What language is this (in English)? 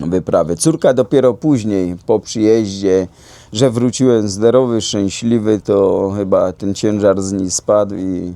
Silesian